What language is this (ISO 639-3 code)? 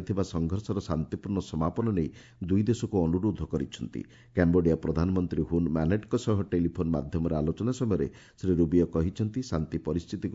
ori